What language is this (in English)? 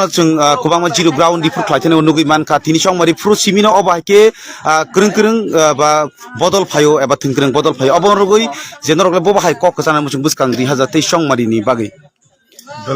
Kok Borok